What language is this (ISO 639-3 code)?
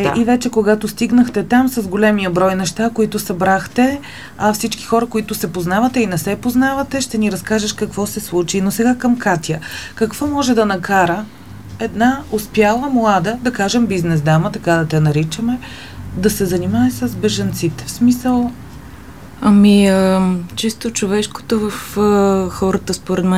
bul